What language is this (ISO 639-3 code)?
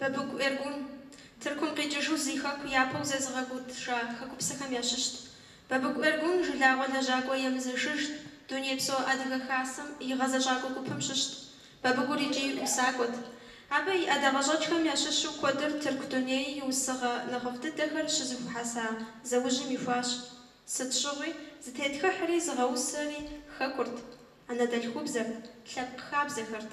kbd